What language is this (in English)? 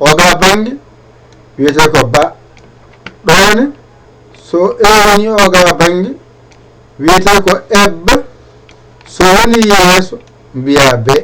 Fula